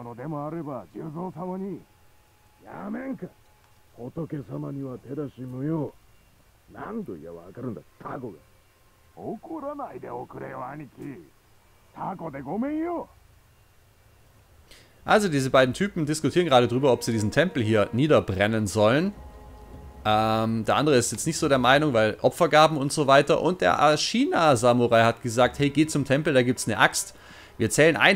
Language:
German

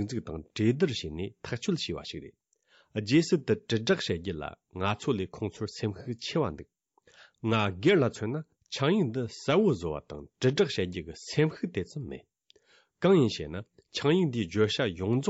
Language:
Tibetan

